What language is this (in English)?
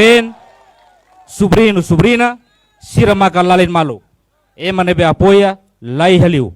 Tetum